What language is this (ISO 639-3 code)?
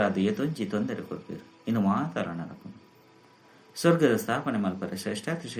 tcy